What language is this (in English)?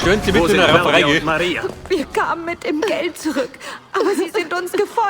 Bavarian